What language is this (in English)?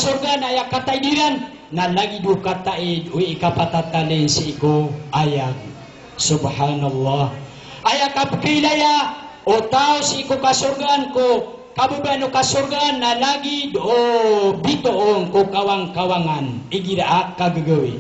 Maranao